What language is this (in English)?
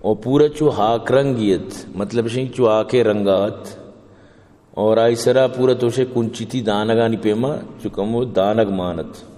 Eastern Balochi